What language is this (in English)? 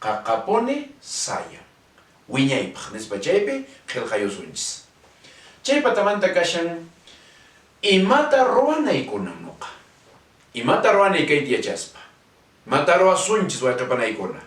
Quechua